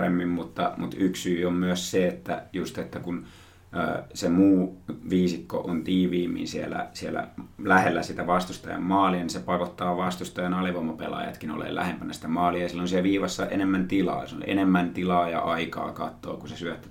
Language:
Finnish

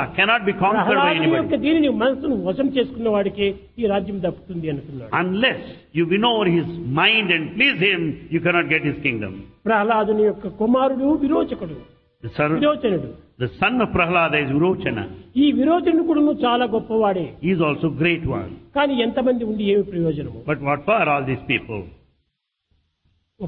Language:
Telugu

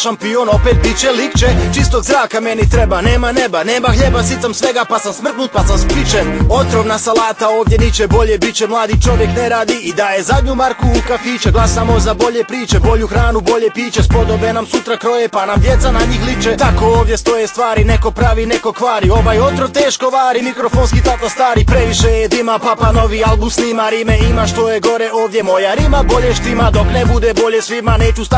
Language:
Bosnian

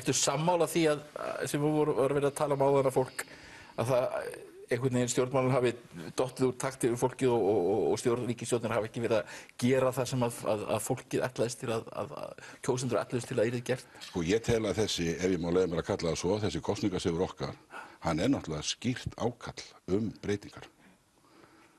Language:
Icelandic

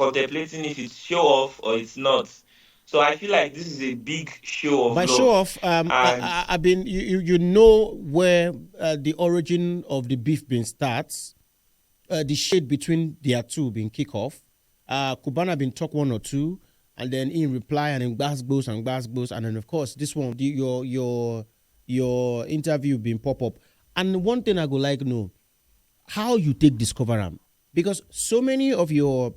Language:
Nigerian Pidgin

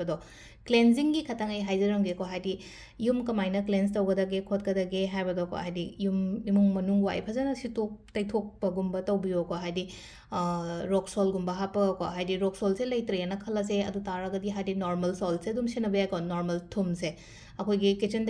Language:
Manipuri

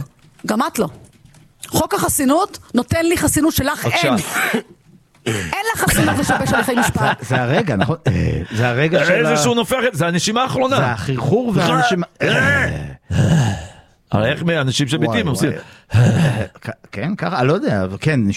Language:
Hebrew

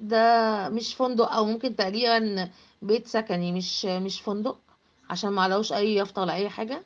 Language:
Egyptian Arabic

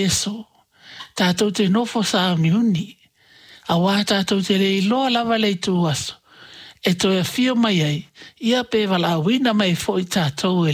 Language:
Samoan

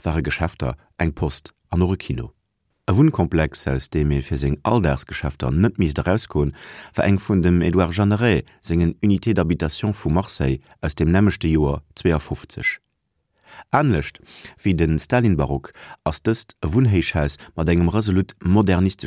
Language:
Luxembourgish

